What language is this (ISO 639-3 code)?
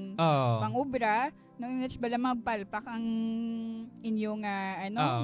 hil